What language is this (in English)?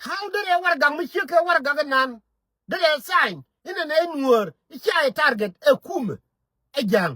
Nuer